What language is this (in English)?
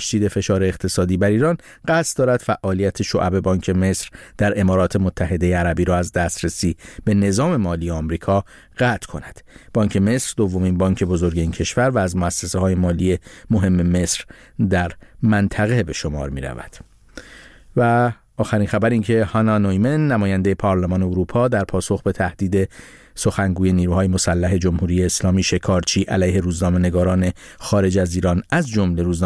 Persian